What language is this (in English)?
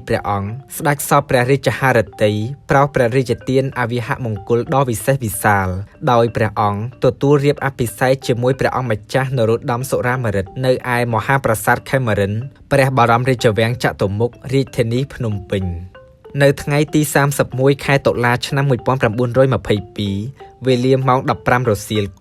Khmer